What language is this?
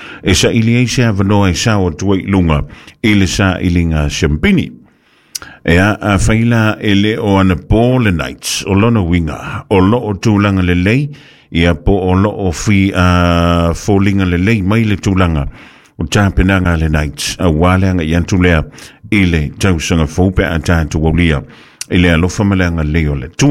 Samoan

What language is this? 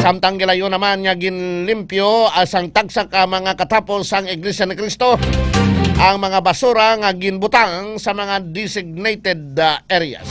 Hiligaynon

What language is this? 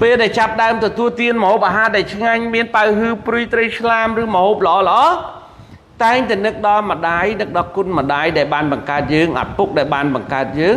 Khmer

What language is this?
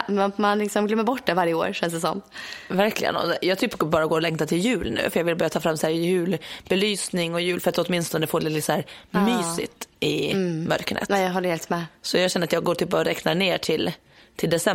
Swedish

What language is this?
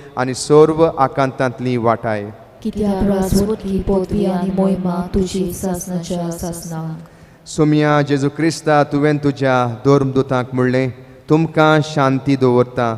Konkani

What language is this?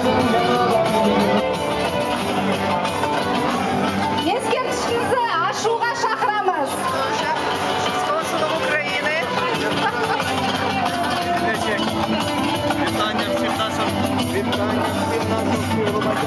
Kazakh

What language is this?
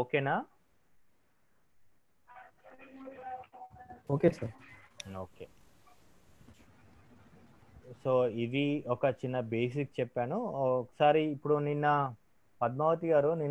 Telugu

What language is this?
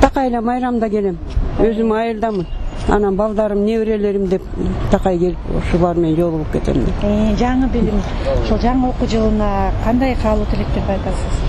Kyrgyz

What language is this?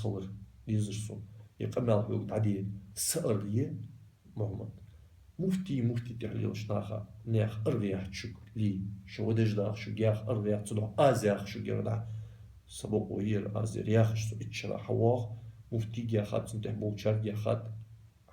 Ingush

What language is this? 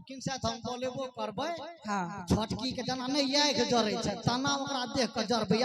Maithili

